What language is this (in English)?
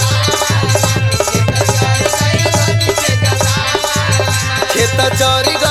Bhojpuri